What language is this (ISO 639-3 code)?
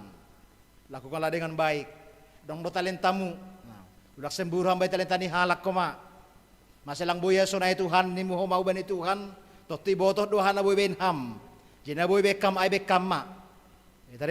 bts